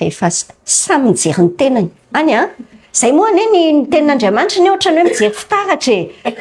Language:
Malagasy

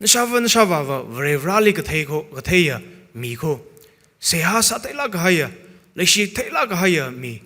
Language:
Tangkhul Naga (India)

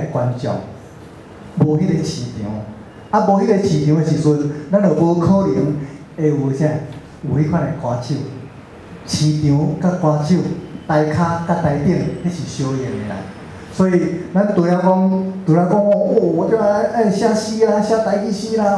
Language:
Min Nan Chinese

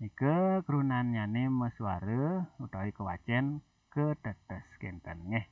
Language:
Balinese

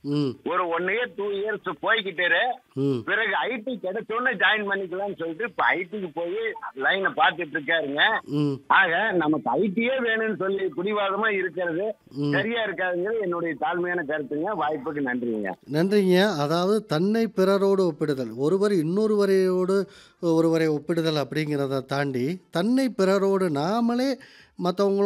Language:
Tamil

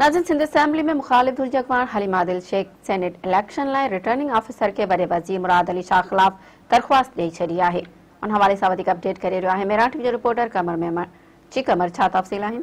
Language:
Sindhi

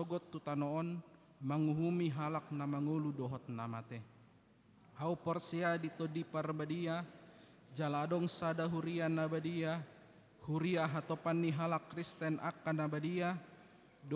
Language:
Batak Toba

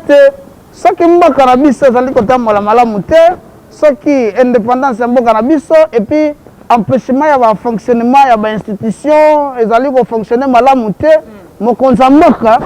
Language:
Lingala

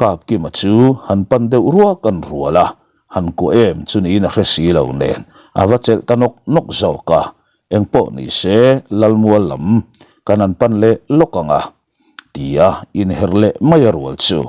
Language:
Mizo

